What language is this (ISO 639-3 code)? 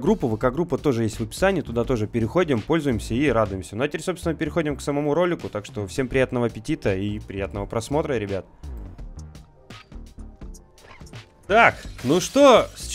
rus